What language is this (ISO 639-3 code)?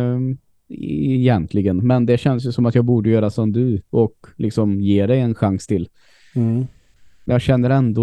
swe